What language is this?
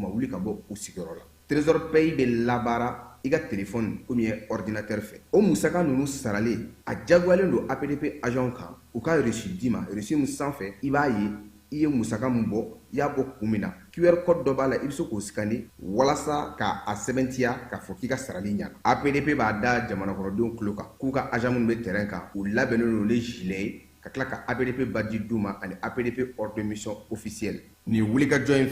Bambara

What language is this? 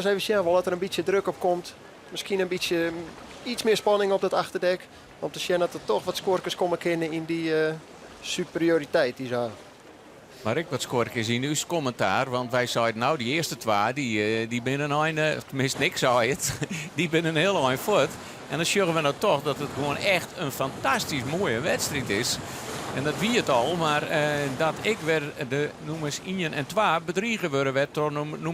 Western Frisian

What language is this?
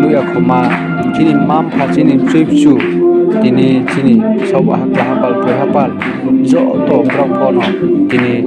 Riang (India)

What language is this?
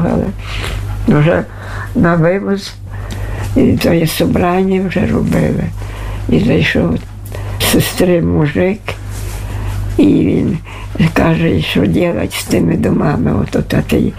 Ukrainian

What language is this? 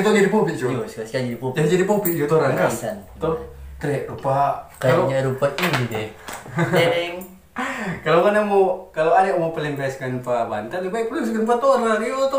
Manado Malay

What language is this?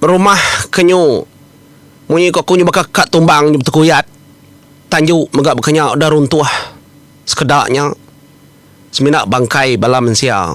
Iban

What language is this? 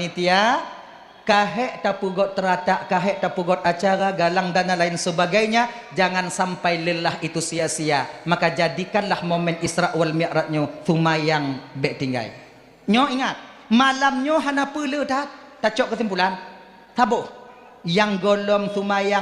Achinese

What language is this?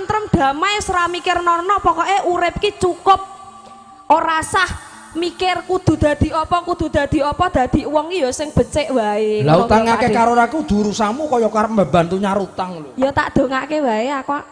Javanese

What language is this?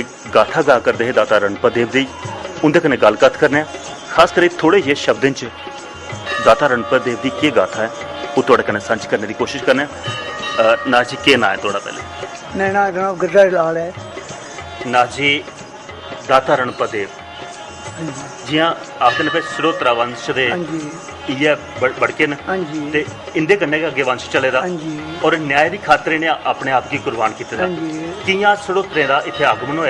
Dogri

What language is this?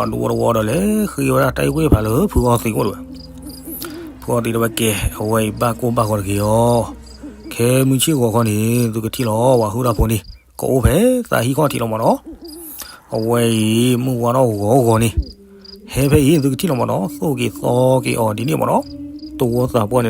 S'gaw Karen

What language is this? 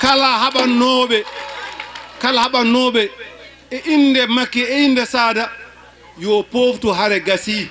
Fula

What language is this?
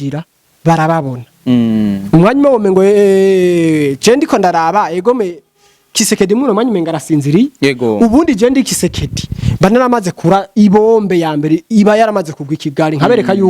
Rundi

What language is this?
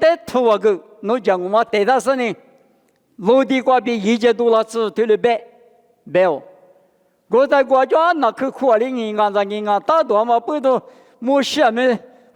Lisu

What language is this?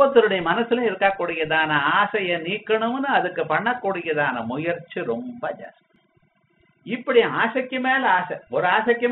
Tamil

